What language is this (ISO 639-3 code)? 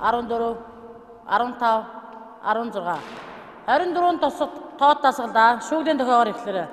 mon